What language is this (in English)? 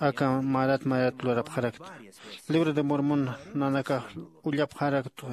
Aymara